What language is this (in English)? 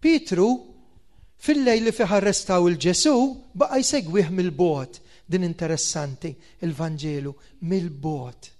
Maltese